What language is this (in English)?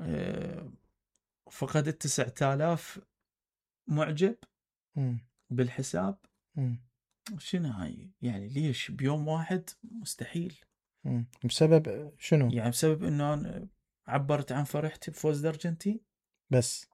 Mesopotamian Arabic